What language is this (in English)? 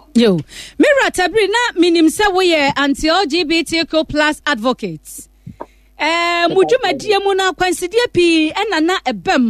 Akan